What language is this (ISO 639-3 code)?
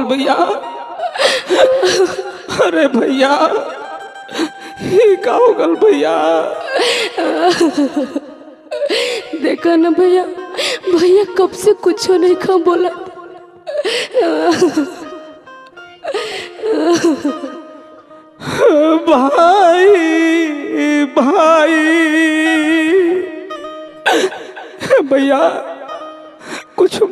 bho